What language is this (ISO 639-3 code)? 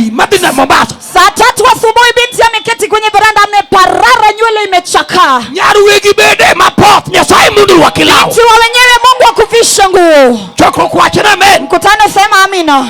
luo